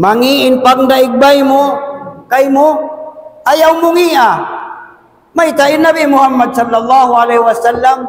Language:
Tausug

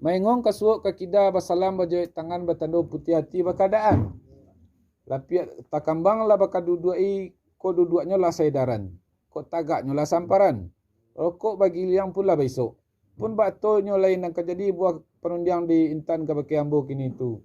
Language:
Minangkabau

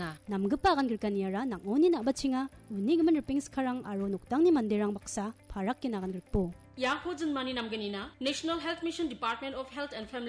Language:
Garo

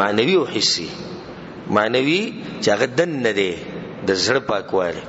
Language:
Pashto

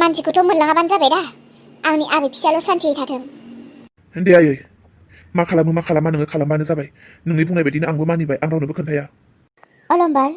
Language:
Bodo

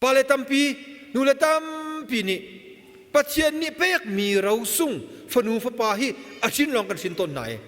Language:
Hakha Chin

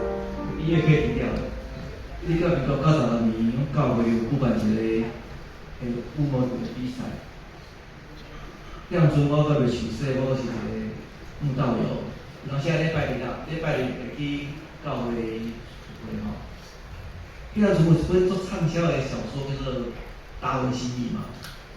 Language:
Min Nan Chinese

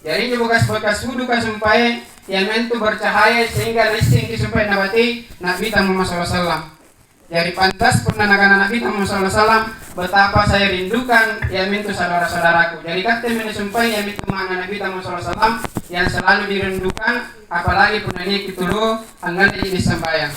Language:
Makasar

